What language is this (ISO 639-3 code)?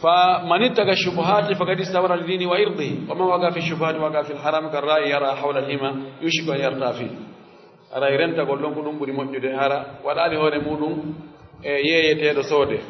fuf